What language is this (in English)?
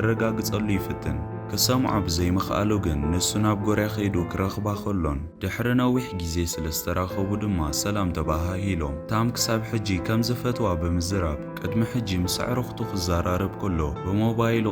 Tigrinya